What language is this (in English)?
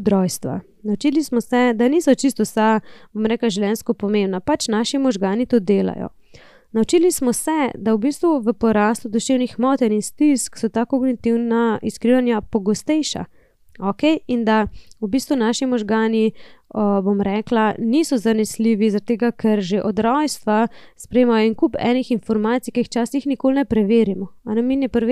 Slovenian